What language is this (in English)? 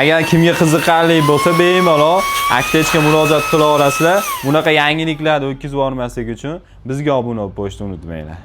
Uzbek